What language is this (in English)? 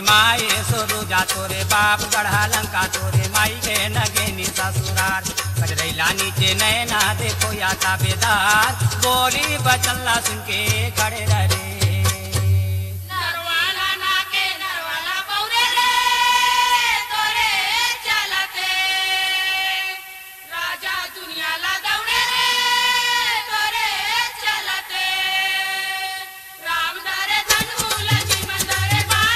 Chhattisgarhi